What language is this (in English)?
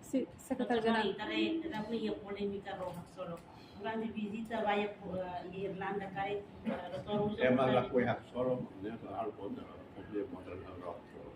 Tetum